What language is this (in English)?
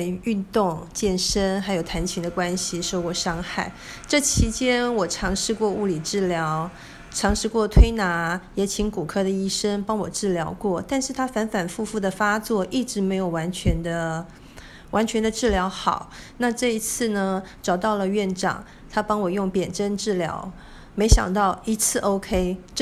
Chinese